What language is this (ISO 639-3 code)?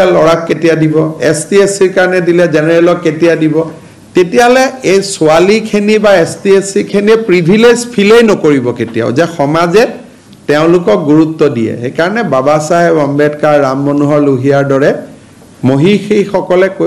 asm